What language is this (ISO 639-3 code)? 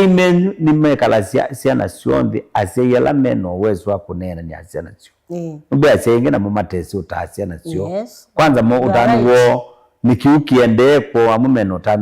kam